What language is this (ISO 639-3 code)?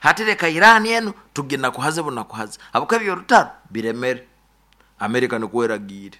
nyn